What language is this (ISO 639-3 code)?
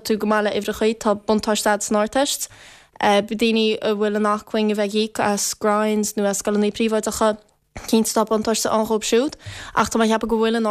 gle